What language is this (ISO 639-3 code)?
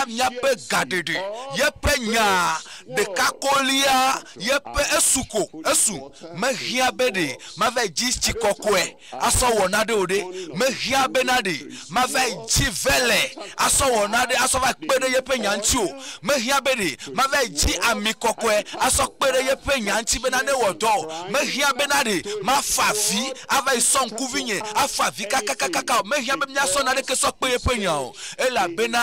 ewe